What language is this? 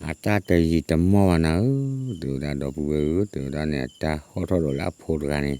S'gaw Karen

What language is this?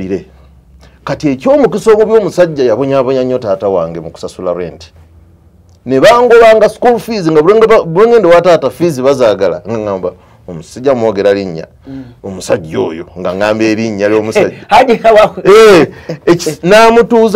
Ganda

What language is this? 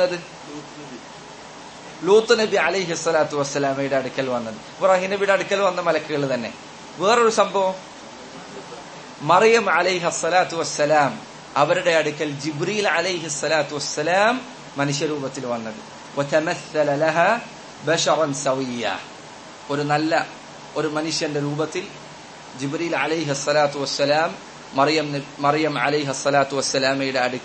Malayalam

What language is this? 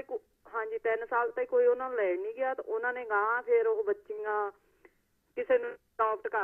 Punjabi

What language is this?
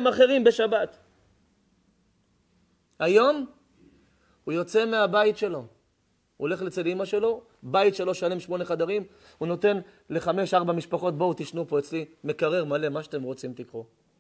Hebrew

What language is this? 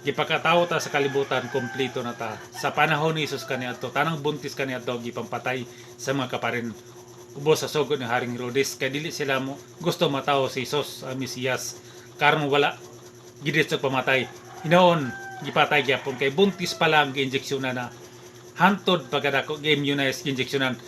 Cebuano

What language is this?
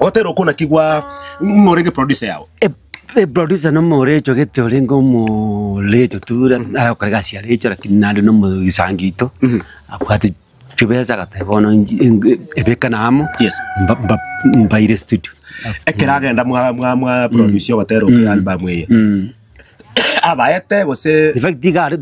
Gusii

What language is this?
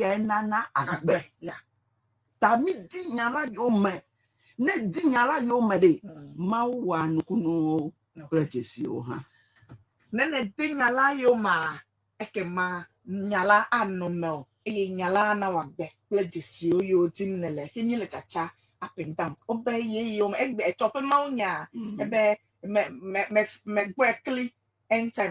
Ewe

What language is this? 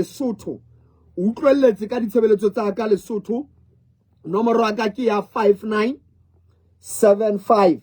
Southern Sotho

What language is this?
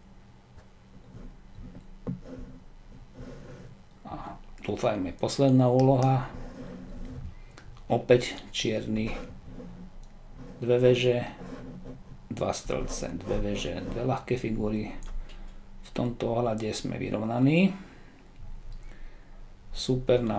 Slovak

